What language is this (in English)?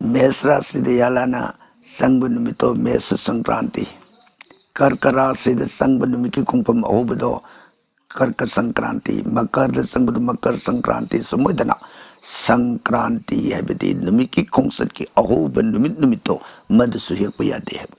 Manipuri